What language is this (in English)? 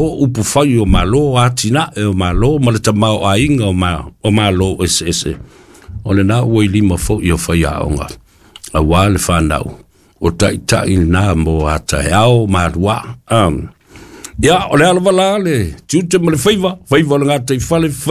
Samoan